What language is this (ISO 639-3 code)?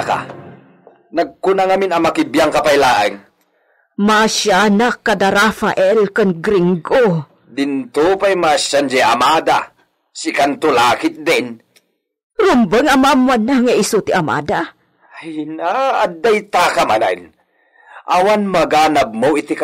ilo